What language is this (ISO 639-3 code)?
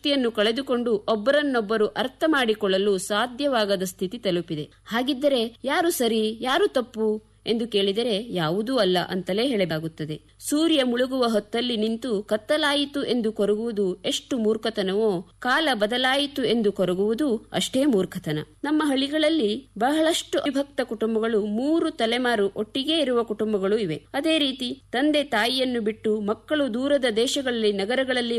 kan